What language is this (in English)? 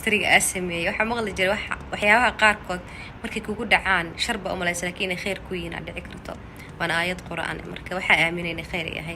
Somali